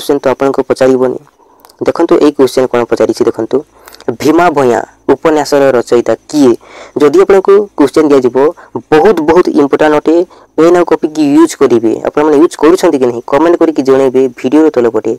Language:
Odia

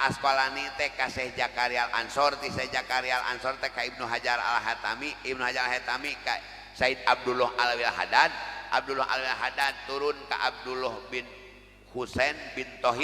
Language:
Sundanese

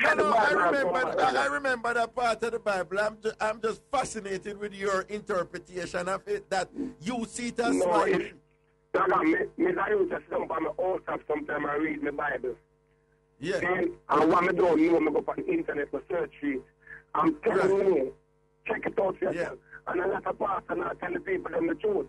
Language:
Jamaican Creole English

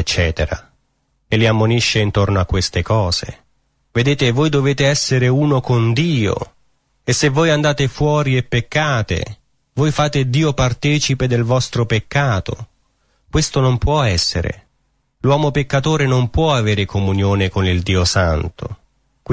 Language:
Italian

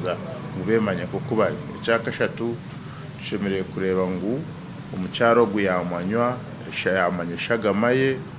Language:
Nyankole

